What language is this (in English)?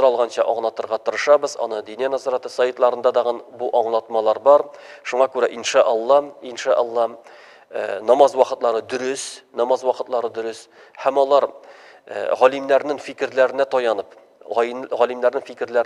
Tatar